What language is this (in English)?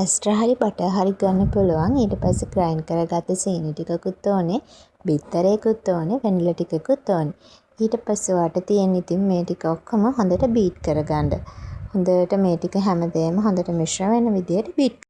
Sinhala